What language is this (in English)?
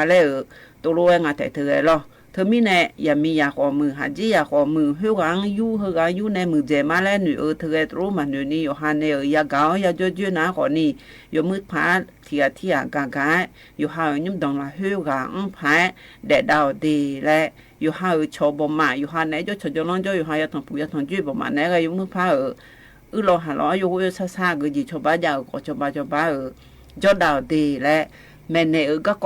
Akha